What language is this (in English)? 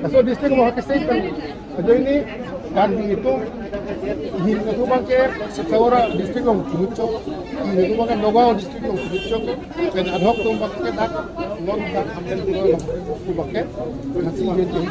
Karbi